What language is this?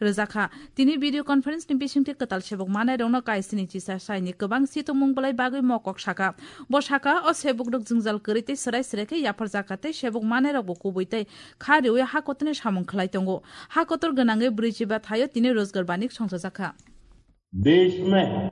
Kok Borok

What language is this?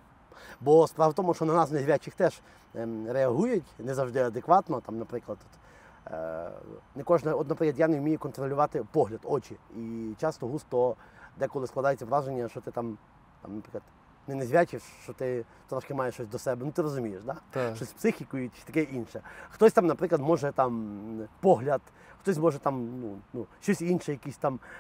Ukrainian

